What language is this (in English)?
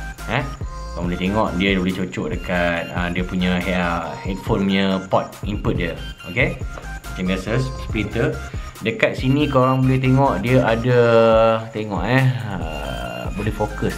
Malay